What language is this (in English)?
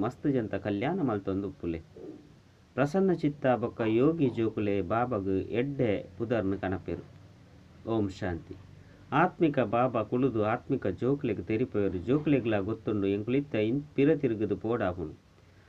Tulu